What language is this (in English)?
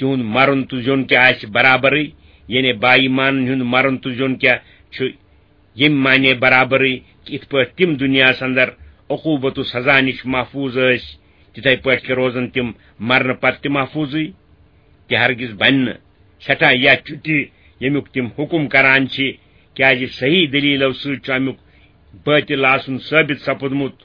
Kashmiri